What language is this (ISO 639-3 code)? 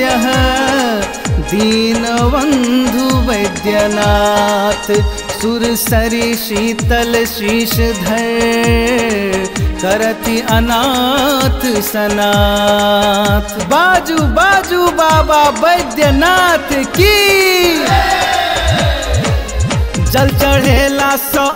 mai